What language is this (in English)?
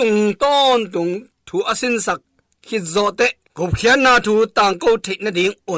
Tedim Chin